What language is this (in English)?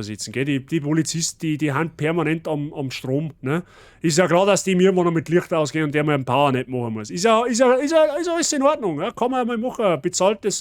Bavarian